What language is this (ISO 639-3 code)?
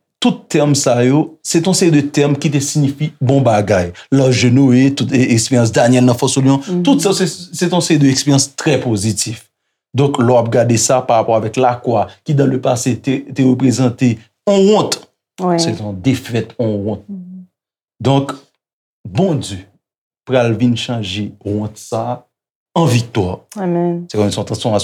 hat